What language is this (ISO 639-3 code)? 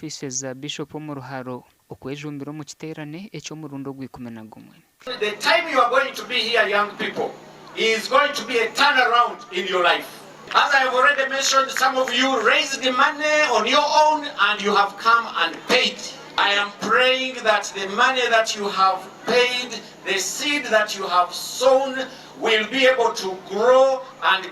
nyn